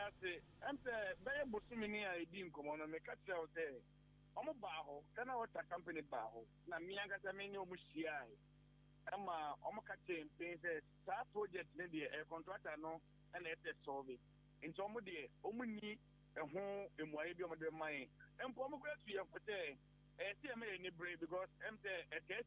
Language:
Akan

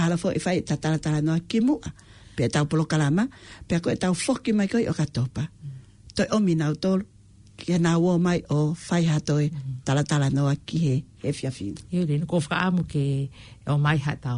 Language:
Tongan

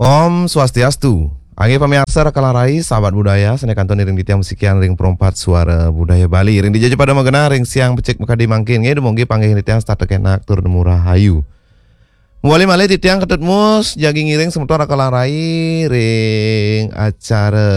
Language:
Balinese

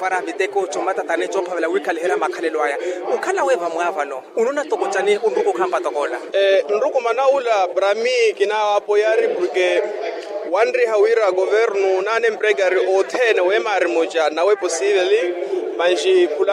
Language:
Makhuwa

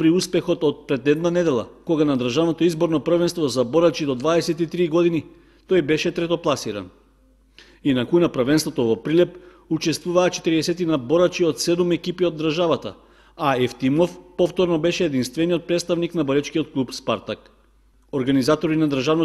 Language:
Macedonian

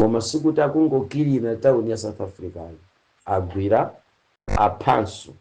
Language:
Nyanja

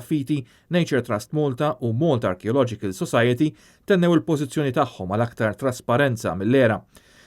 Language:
Maltese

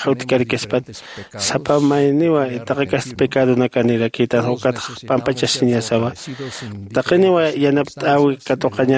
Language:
Aymara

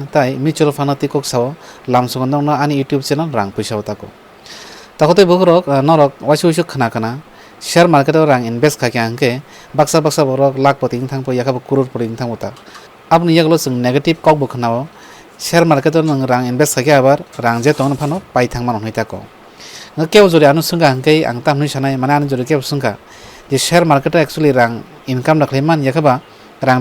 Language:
Kok Borok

